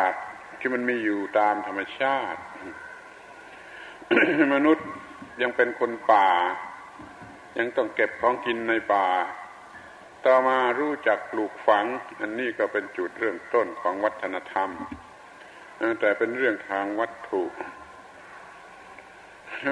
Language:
Thai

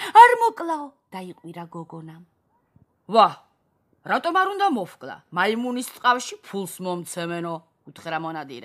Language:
Georgian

